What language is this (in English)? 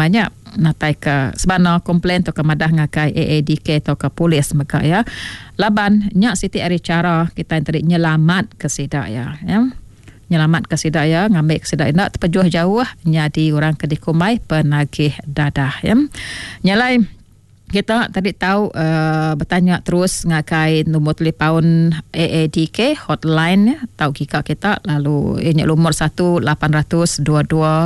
Iban